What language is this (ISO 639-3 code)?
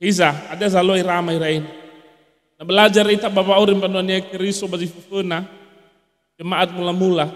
nia